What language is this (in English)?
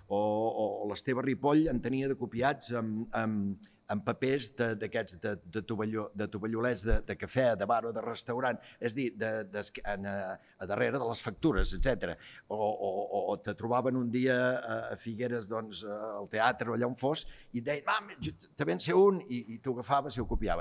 Catalan